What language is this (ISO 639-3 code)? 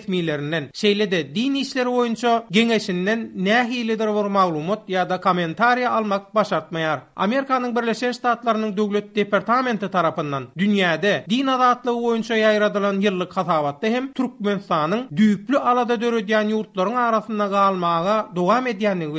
tuk